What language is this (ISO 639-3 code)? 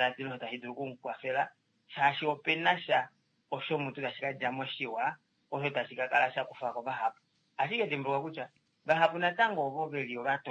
kua